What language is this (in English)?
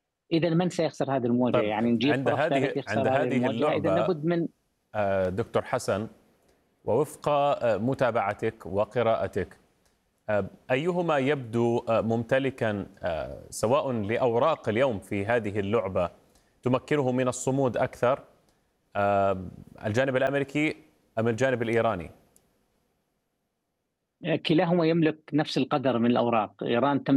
Arabic